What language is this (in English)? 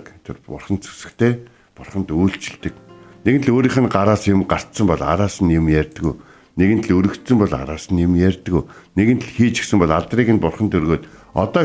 Mongolian